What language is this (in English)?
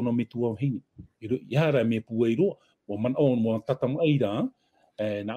Tahitian